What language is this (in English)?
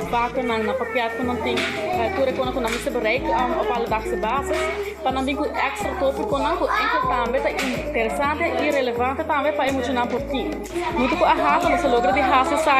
Papiamento